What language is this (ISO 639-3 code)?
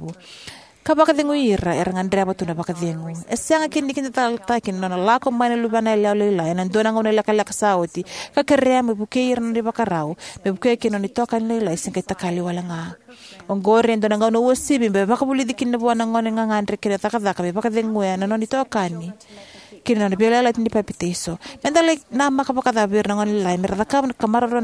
fij